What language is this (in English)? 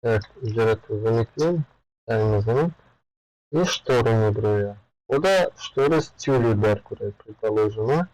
Tajik